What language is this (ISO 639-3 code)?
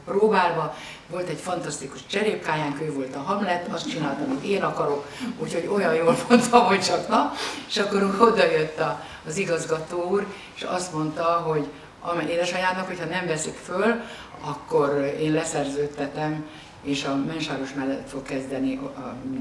hun